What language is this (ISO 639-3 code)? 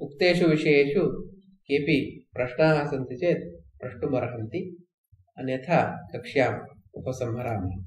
san